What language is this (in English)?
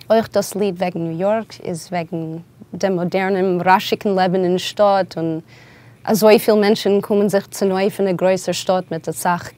Yiddish